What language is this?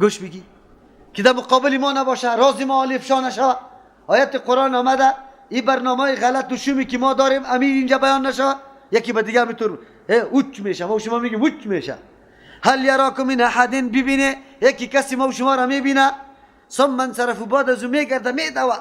Persian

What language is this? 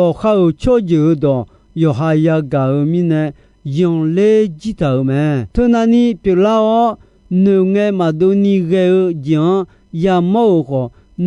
Akha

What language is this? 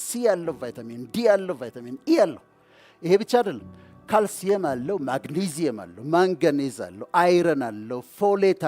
Amharic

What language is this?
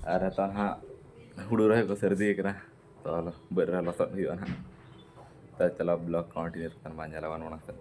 Santali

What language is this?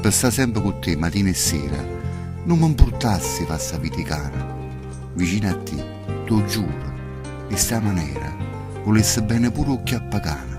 Neapolitan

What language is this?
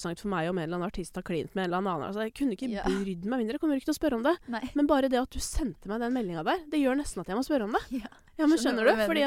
Norwegian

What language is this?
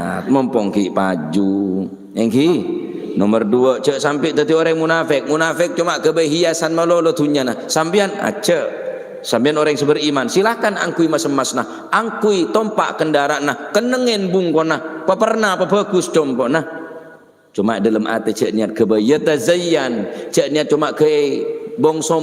Madurese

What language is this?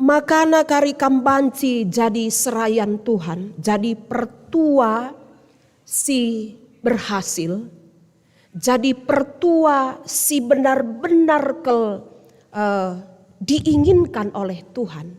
Batak Karo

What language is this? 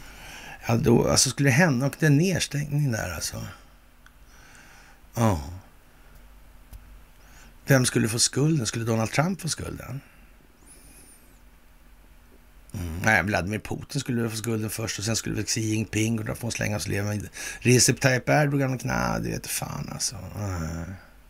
Swedish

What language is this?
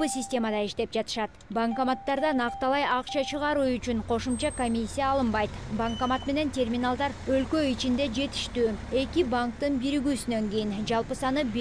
Kyrgyz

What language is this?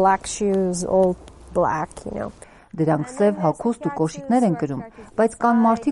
Armenian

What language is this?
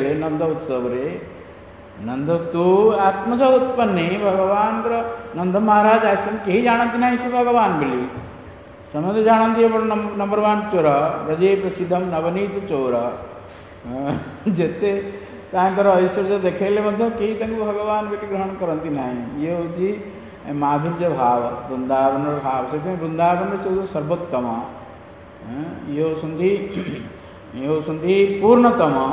Odia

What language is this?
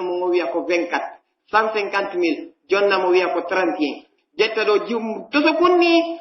Pular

